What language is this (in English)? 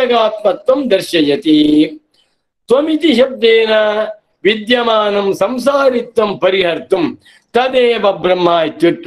Sanskrit